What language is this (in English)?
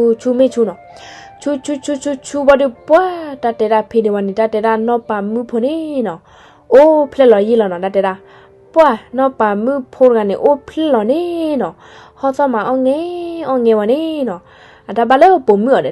S'gaw Karen